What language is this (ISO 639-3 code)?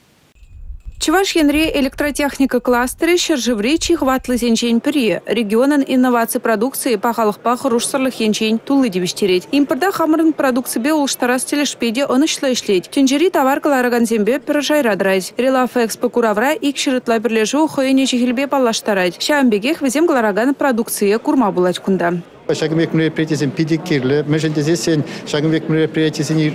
chv